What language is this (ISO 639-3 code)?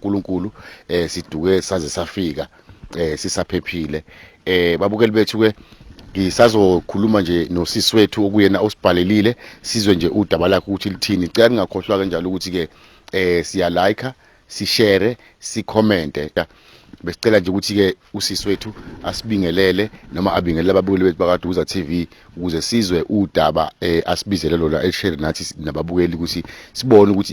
zul